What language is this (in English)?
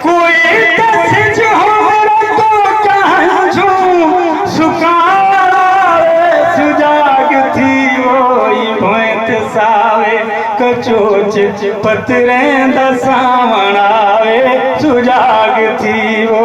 Saraiki